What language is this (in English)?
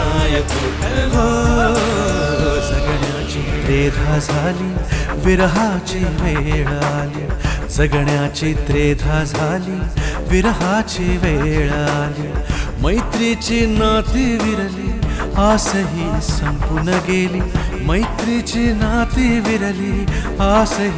Marathi